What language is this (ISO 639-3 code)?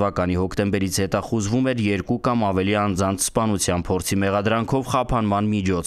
hye